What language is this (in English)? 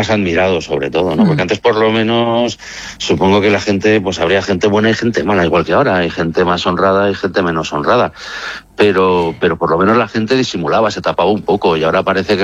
Spanish